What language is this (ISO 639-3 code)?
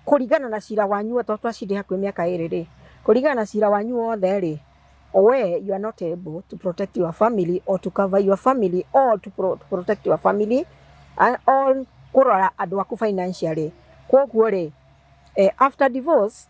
kik